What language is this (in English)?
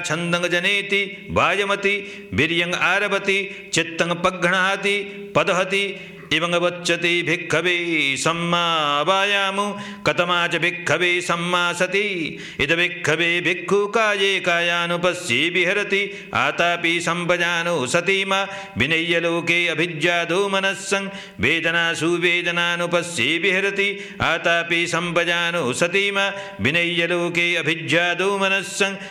Pali